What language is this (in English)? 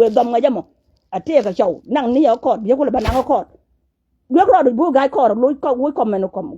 Nuer